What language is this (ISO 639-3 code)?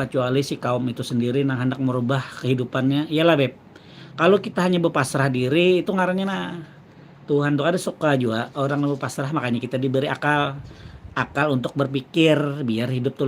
bjn